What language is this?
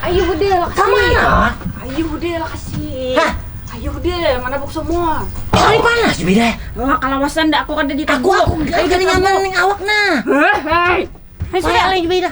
Banjar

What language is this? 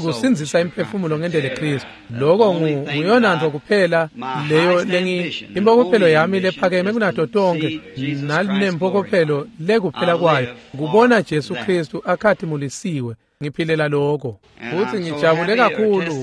Swati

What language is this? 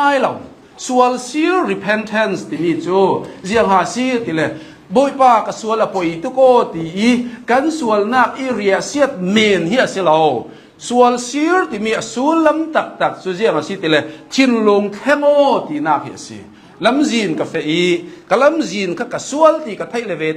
Hakha Chin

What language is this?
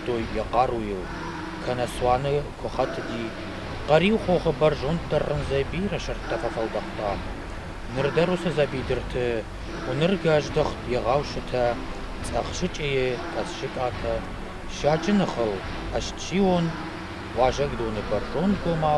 Ossetic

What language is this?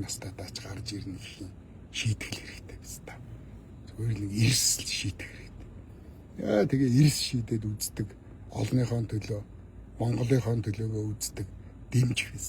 Mongolian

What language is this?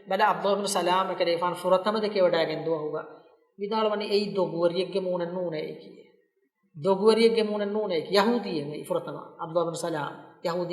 Divehi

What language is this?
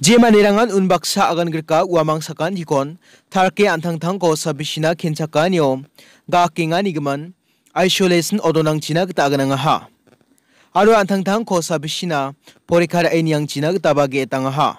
Garo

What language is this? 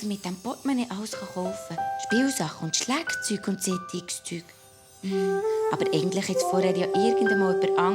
Swiss German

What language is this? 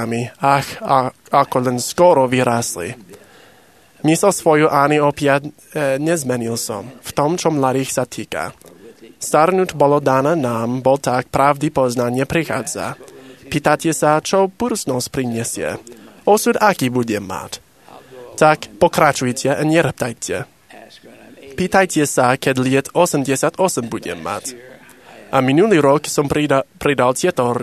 Slovak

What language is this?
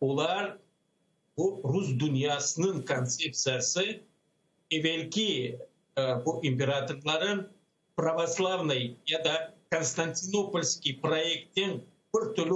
Crimean Tatar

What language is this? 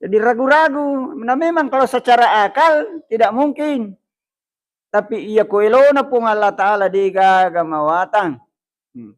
Buginese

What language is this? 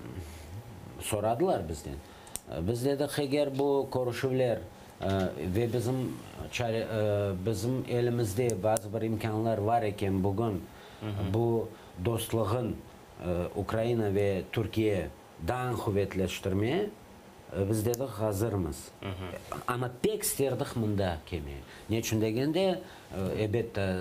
Crimean Tatar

